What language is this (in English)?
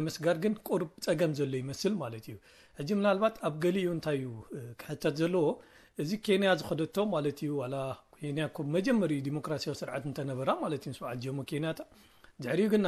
Tigrinya